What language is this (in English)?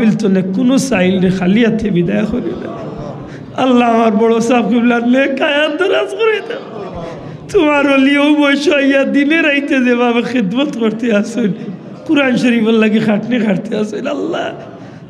Sylheti